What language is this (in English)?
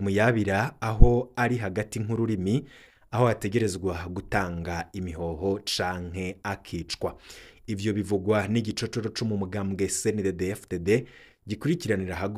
Rundi